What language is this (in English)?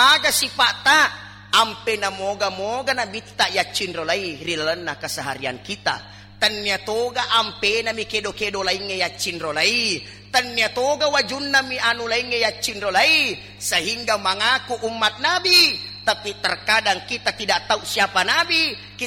Buginese